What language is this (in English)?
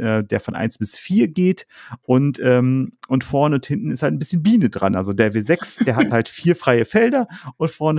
German